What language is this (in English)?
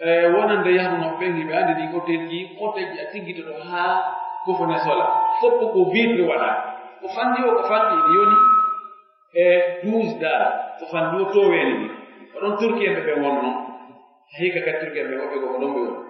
Fula